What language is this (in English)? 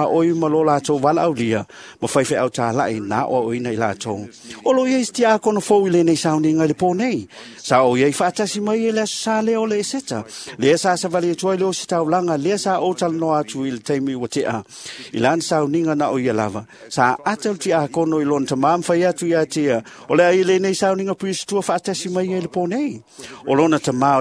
Samoan